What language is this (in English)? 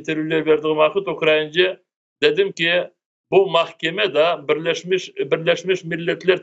Crimean Tatar